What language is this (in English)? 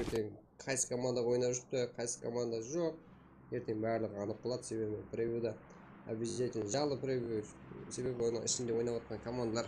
Kara-Kalpak